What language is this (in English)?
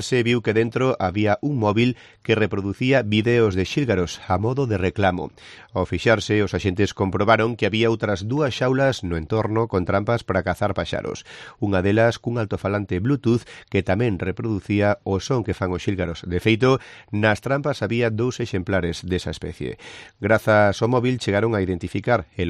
Galician